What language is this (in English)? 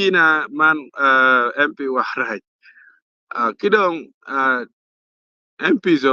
Acoli